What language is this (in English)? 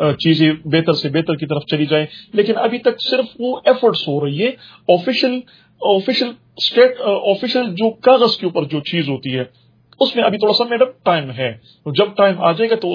Urdu